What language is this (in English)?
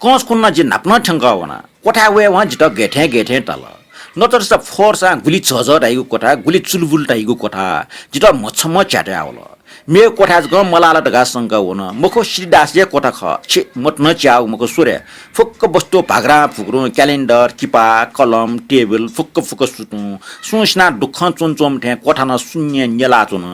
Newari